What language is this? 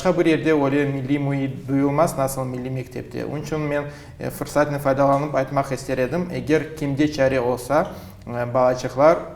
Crimean Tatar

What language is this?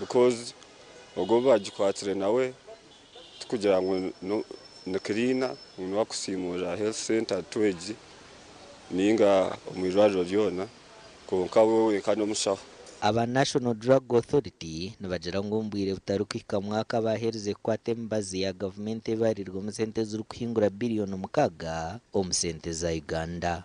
Nyankole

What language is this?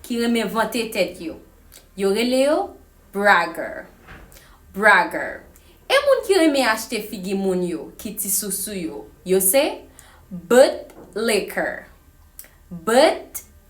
Haitian Creole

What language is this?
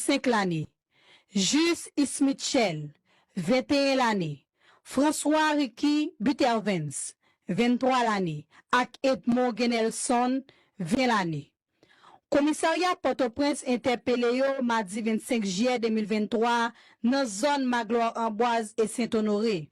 Haitian Creole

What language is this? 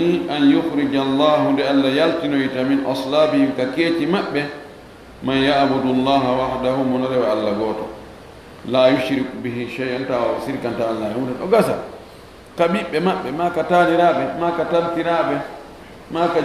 Fula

